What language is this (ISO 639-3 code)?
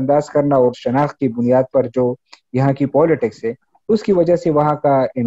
urd